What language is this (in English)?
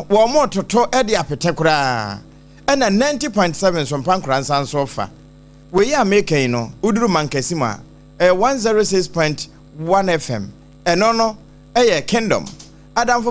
Akan